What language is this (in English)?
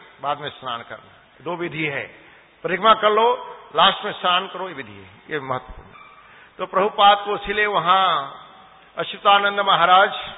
Hindi